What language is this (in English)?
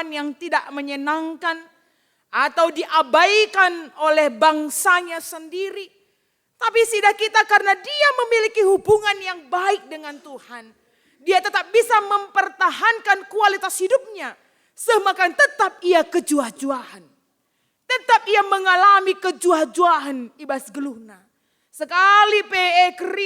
Batak Karo